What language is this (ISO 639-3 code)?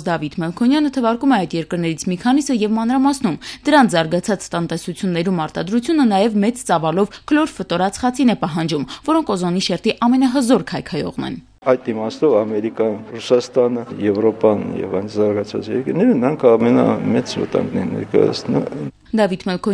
hye